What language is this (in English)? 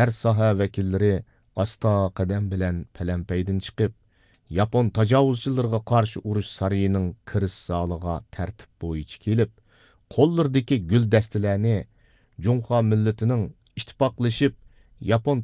Uyghur